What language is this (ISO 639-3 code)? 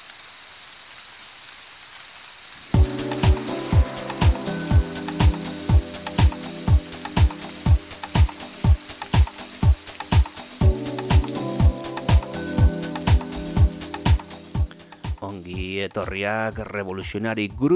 eus